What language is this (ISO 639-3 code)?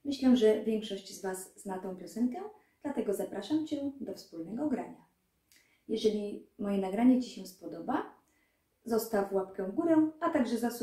pol